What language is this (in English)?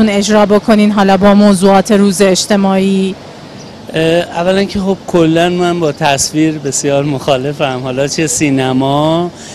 Persian